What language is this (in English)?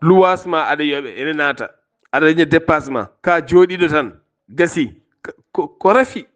Fula